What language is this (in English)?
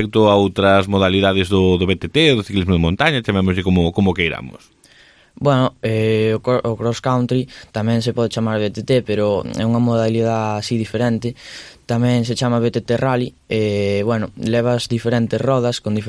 Galician